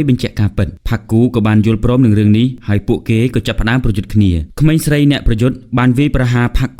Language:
Khmer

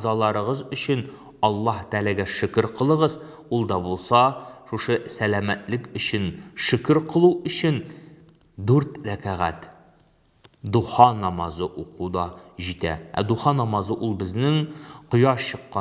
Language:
Tatar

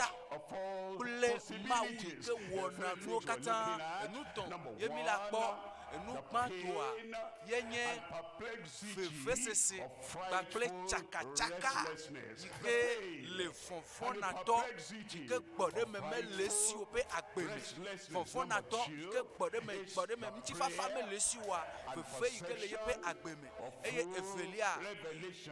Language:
Ewe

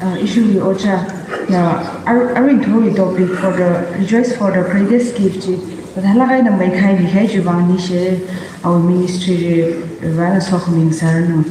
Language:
Tangkhul Naga (India)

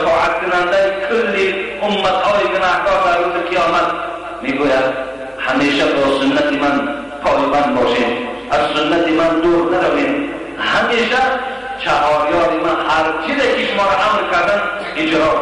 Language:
Tajik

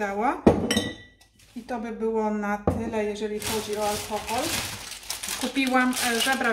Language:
Polish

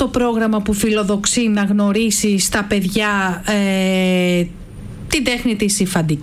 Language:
Greek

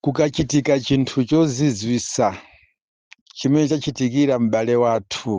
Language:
Nyanja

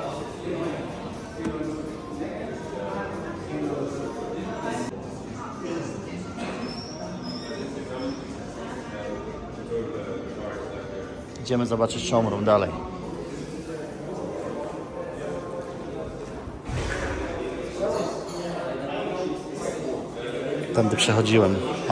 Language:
Polish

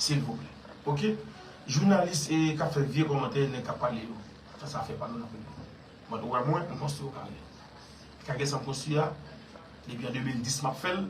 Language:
Haitian Creole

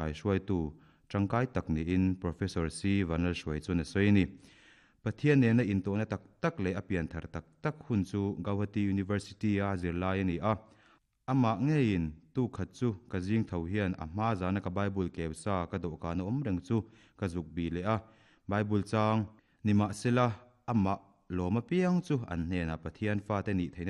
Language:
Mizo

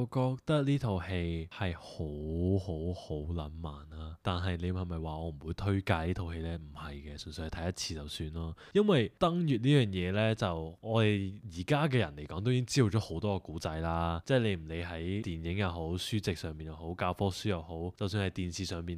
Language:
Cantonese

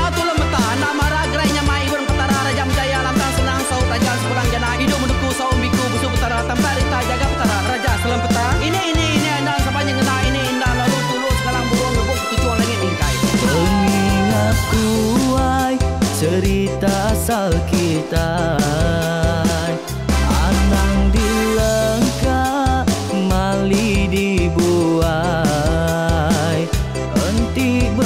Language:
Iban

